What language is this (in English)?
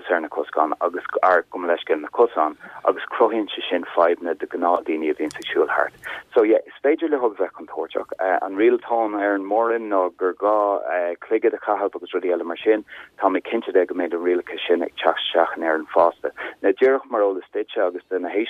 Irish